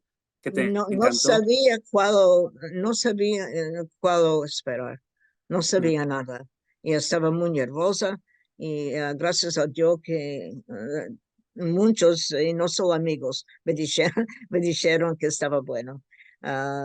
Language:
Ladino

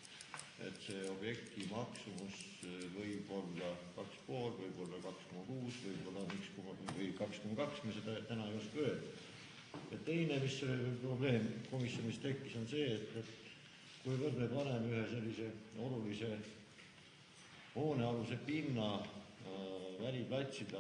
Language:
Estonian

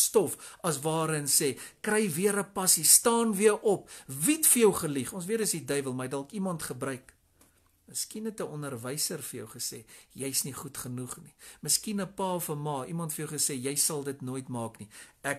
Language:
Afrikaans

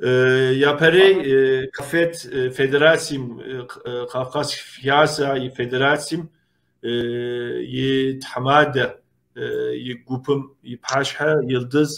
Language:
Kabardian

